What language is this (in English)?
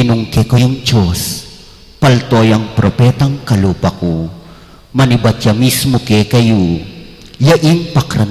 Pampanga